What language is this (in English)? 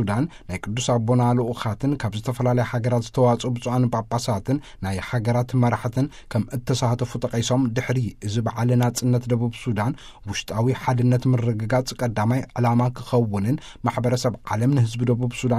Tigrinya